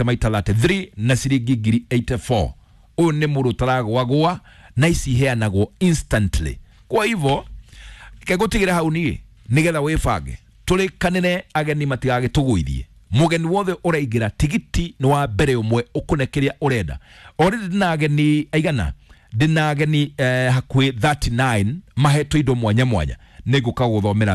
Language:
Kikuyu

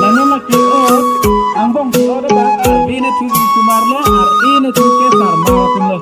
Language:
Karbi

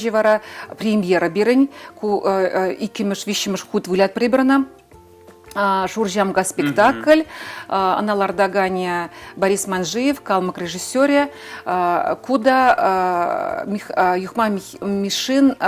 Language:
Chuvash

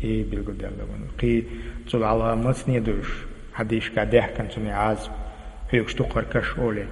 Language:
Chechen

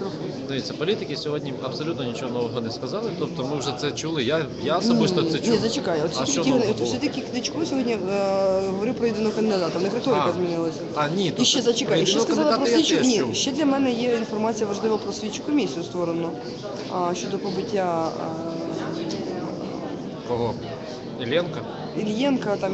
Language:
Ukrainian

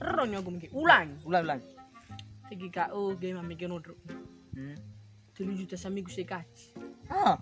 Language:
Nias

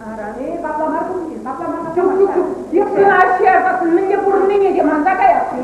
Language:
Chuvash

